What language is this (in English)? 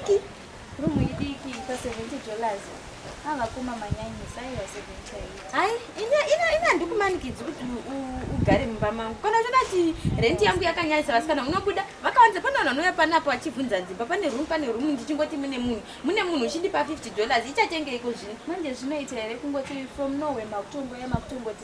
Shona